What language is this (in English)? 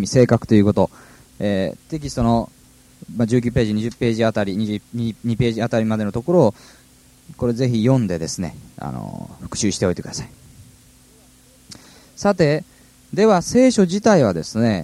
Japanese